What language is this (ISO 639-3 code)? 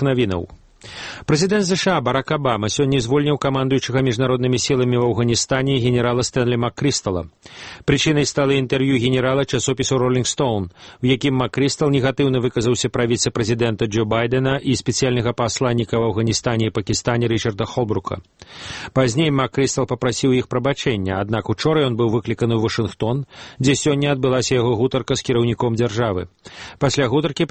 bel